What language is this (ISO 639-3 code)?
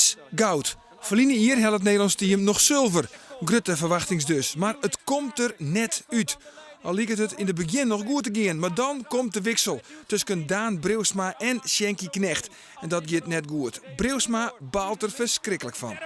fry